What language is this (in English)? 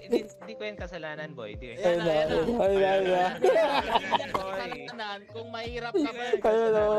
Filipino